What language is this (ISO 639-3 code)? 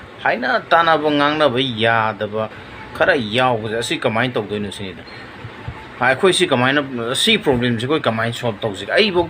mni